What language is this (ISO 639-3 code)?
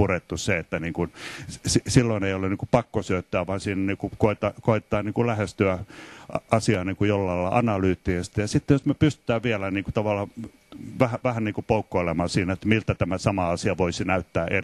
fin